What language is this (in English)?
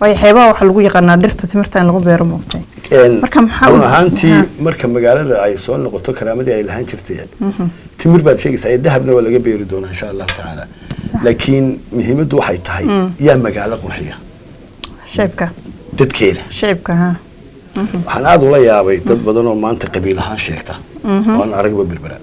Somali